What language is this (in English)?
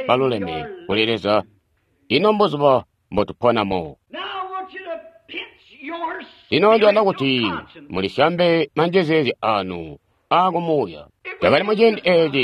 Tonga (Zambia)